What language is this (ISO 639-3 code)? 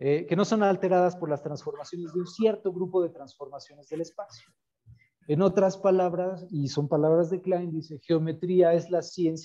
spa